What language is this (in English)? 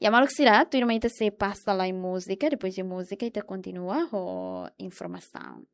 Tetum